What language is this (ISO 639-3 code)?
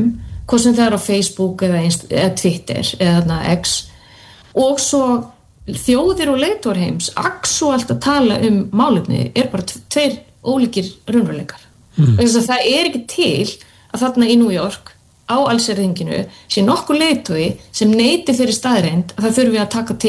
isl